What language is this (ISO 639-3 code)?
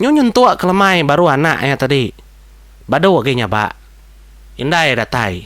iba